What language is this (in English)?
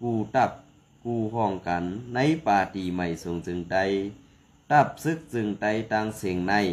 Shan